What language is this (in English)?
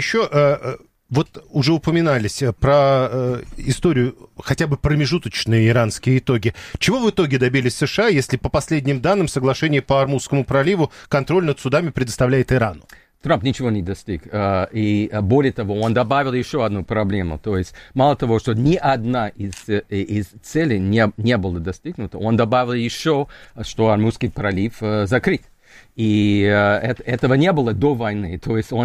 Russian